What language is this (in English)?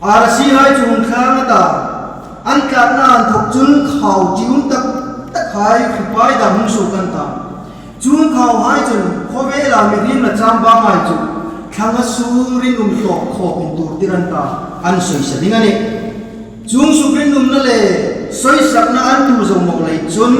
Hmar